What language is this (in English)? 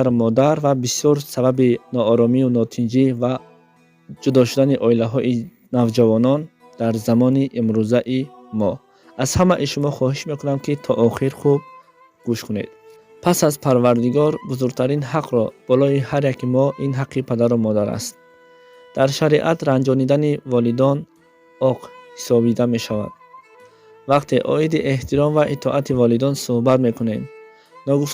Tajik